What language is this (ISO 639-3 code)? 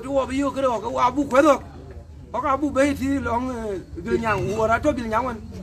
din